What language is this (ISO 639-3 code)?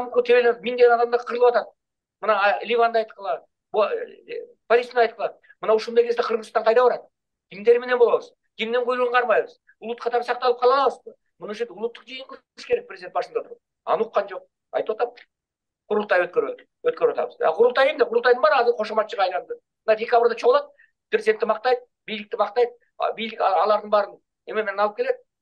kir